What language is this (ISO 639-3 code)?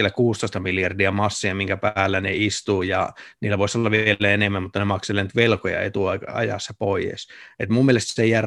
fin